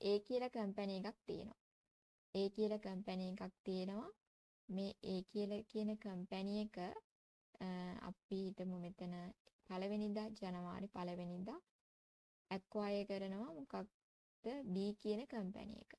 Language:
Sinhala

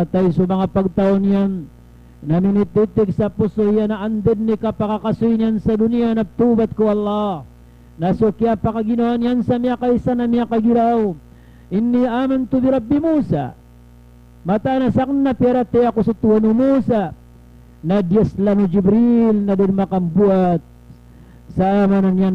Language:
Maranao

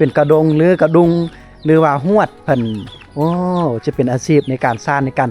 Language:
Lao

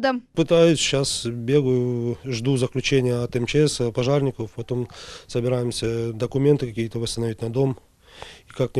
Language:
Crimean Tatar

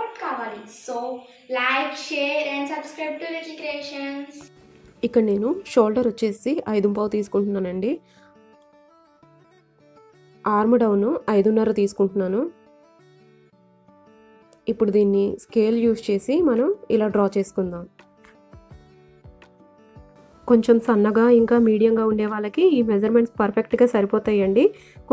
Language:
Telugu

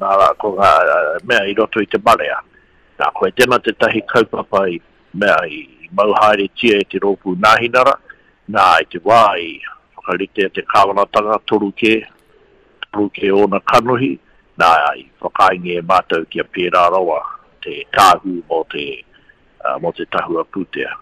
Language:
Māori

